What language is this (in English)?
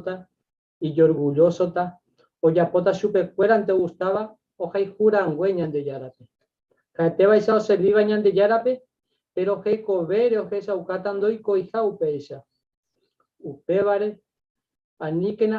Guarani